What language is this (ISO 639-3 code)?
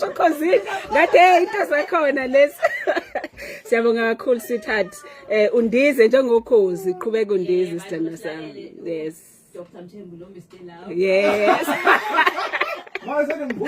zul